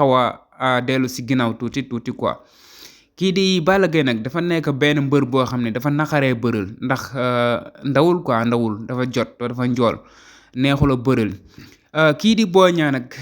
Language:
Wolof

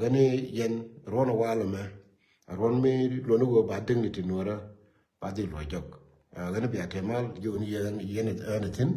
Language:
Nuer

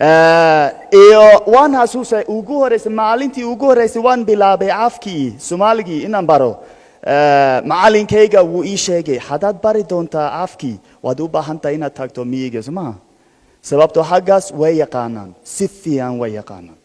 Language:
Somali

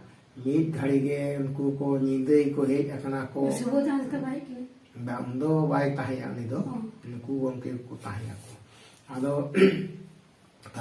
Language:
Santali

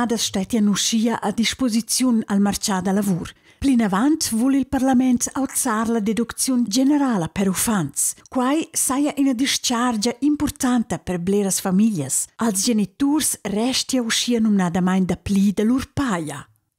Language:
Romansh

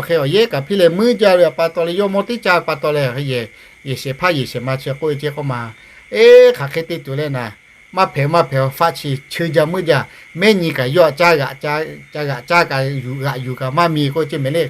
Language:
Lahu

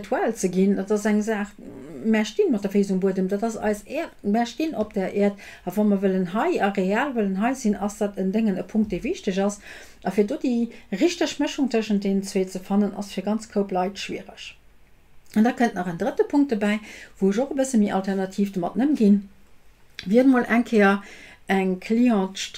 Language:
Luxembourgish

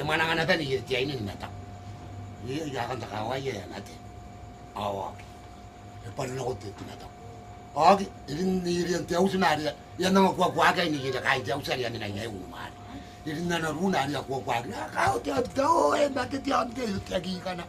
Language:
Gilbertese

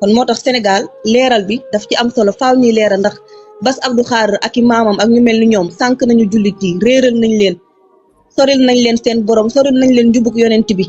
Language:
Wolof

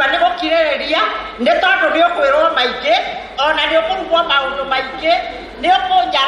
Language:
Kikuyu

